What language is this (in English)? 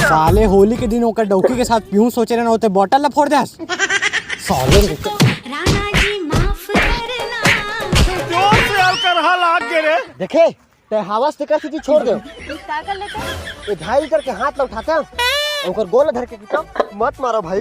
Chhattisgarhi